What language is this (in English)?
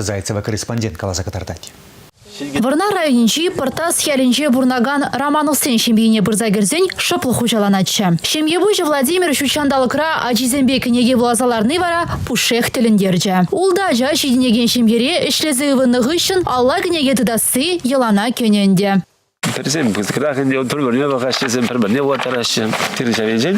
Chuvash